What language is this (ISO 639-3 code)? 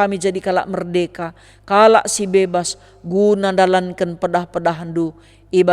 btx